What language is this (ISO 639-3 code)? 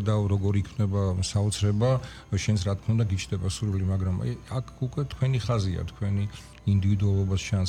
kat